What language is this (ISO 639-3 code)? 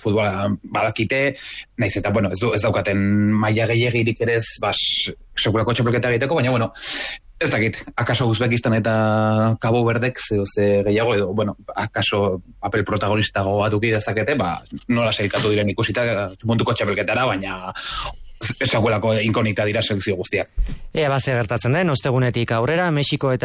eus